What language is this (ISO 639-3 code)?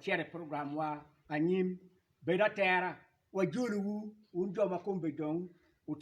ach